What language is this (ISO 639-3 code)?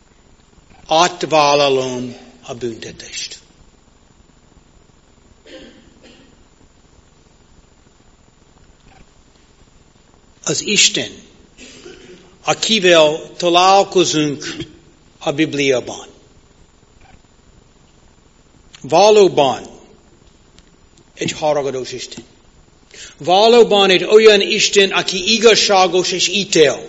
hun